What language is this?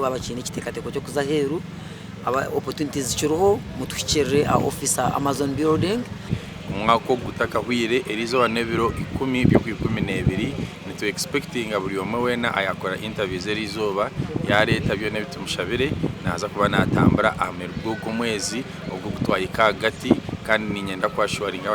Nyankole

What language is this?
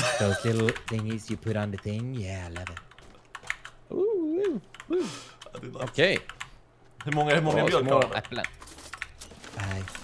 Swedish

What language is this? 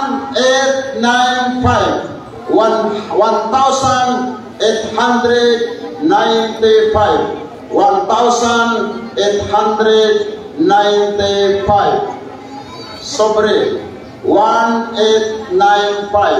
Maranao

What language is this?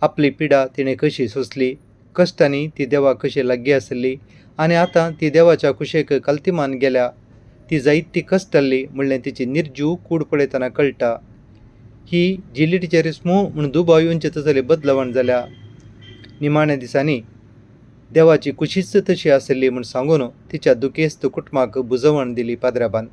Konkani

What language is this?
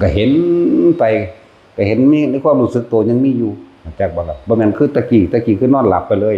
Northeastern Thai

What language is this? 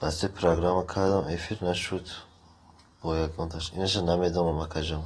Tajik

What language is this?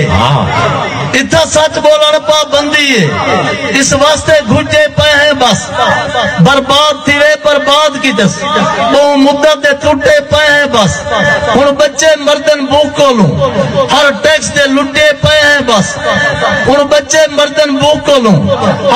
Saraiki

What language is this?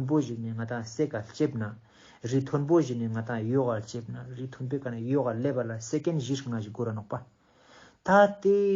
Ladakhi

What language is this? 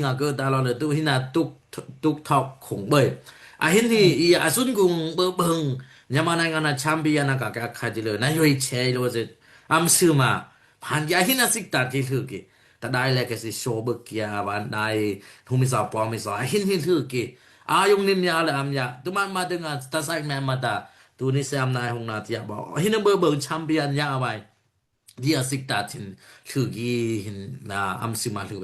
Daai Chin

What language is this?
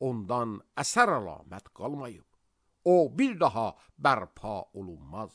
Azerbaijani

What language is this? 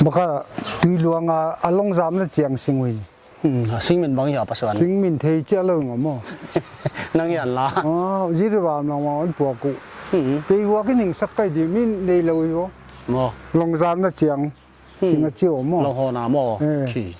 Paite Chin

